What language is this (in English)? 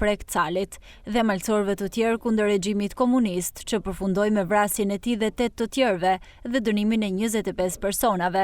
Albanian